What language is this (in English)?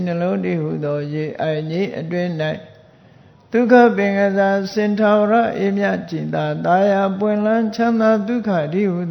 Burmese